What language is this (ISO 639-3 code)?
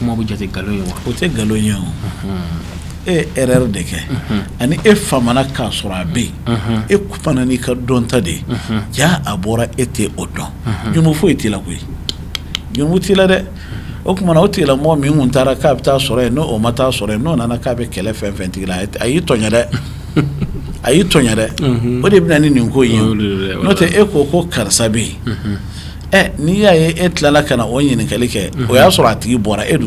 bam